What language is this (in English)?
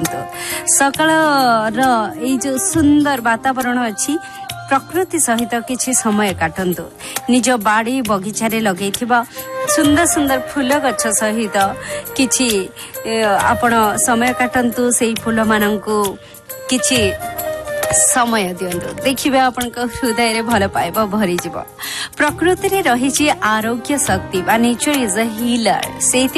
Odia